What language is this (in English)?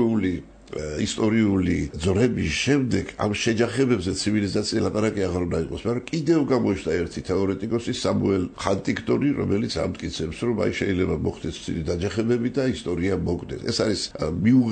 Georgian